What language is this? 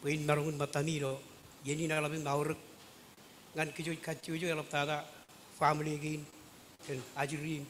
Marshallese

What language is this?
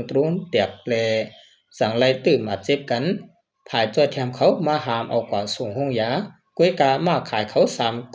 Shan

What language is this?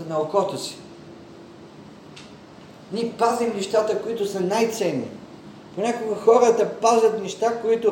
Bulgarian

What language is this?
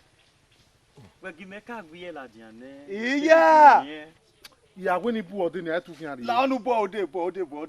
Bini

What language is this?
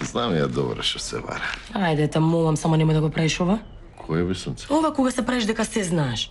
Macedonian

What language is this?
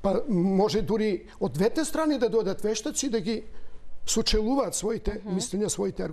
Macedonian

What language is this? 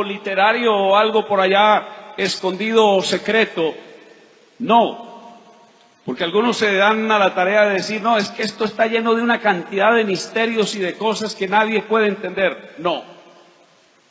Spanish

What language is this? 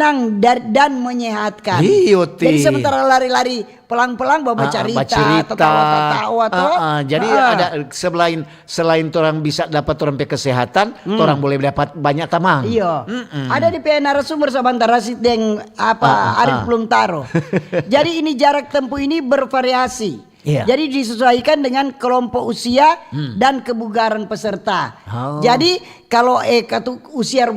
Manado Malay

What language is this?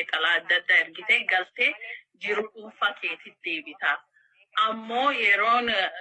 Oromo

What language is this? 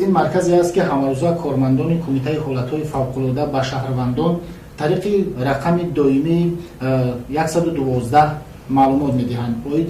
Tajik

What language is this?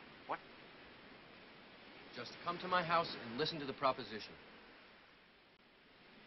English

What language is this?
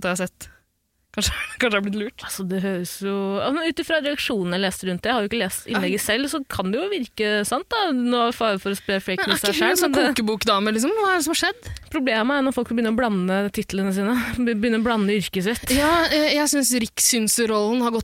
Norwegian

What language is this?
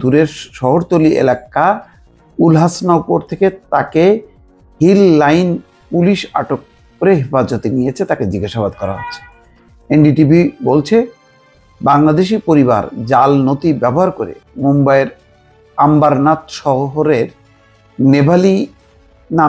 Bangla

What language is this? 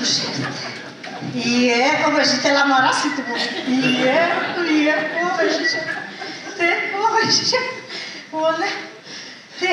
Silesian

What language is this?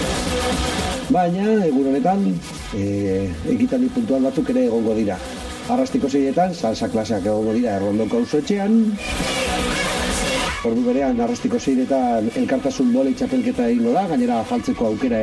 Basque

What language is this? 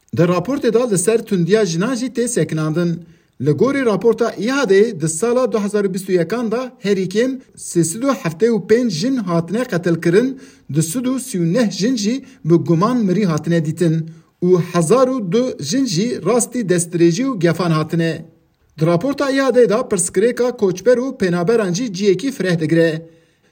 Kurdish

